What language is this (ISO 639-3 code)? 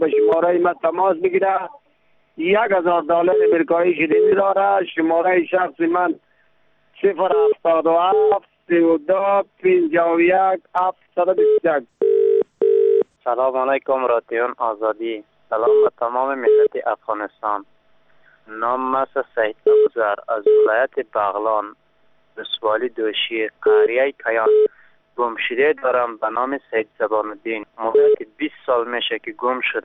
fas